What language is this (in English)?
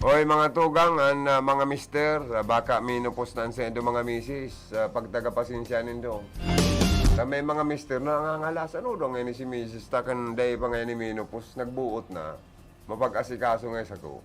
Bikol